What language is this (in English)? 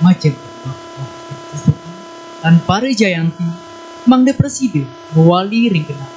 Balinese